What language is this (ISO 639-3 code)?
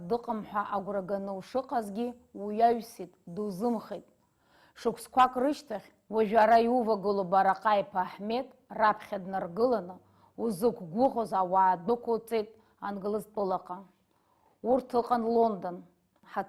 abk